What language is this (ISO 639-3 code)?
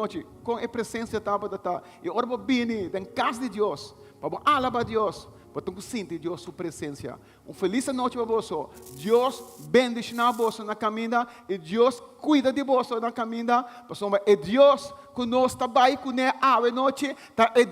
pap